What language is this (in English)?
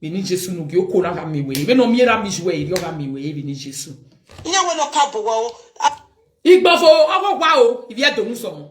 Nigerian Pidgin